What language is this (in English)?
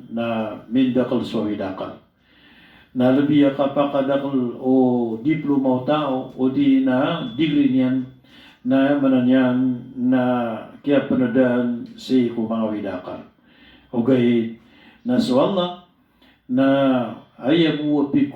Maranao